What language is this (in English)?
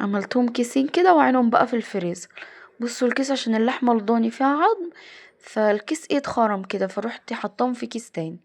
Egyptian Arabic